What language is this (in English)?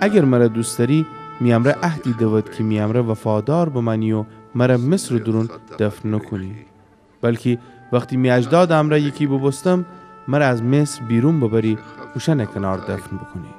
Gilaki